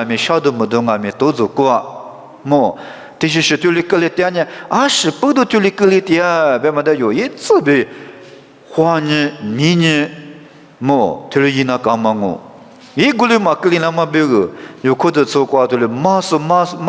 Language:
Lisu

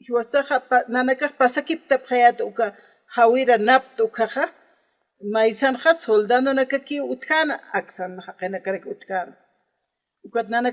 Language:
Aymara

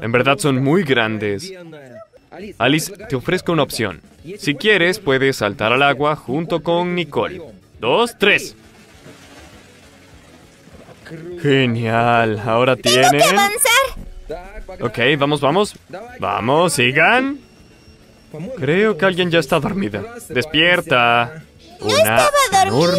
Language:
Spanish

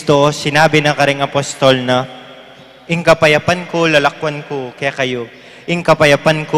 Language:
Pampanga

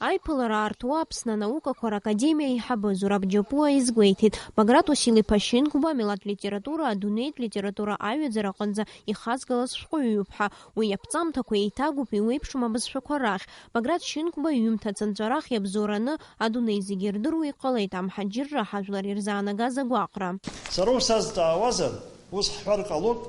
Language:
Abkhazian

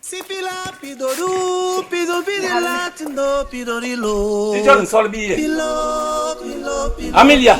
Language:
Basaa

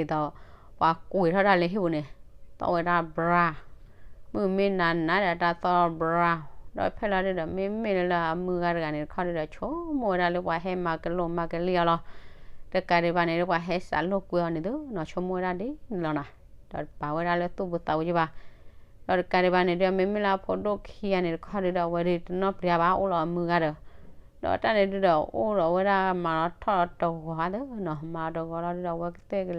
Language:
S'gaw Karen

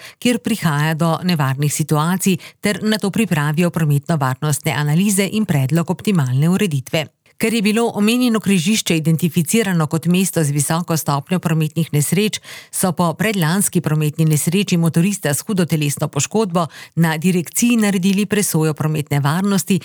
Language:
Slovenian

